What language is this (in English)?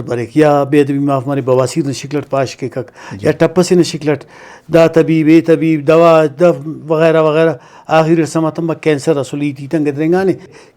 Brahui